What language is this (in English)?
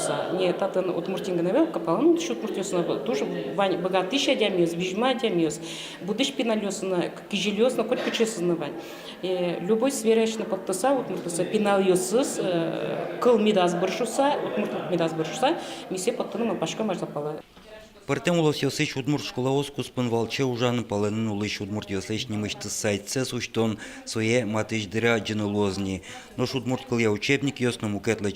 Udmurt